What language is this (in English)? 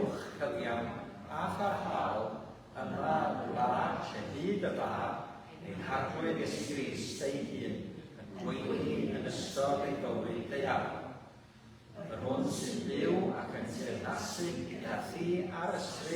Welsh